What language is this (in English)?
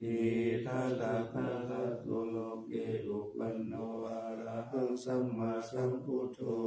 Pali